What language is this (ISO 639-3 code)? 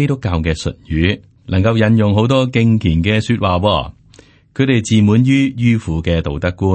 yue